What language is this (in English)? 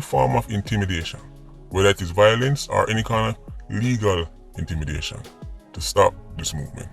Jamaican Creole English